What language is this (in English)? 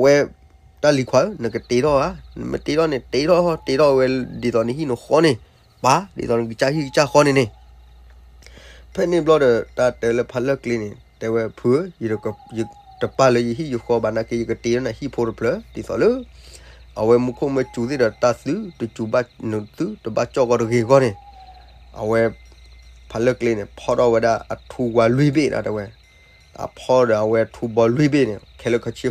S'gaw Karen